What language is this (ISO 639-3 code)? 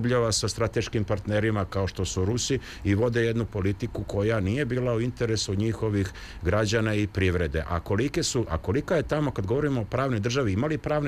srp